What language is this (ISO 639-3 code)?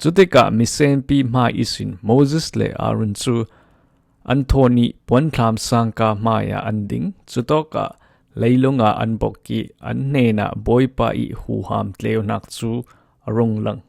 cfm